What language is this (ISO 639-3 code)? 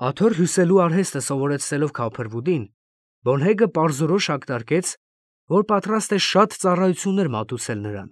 hye